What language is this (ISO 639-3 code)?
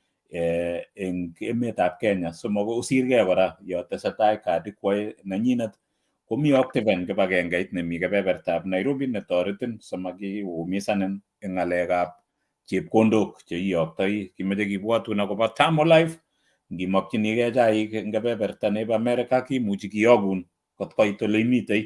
kln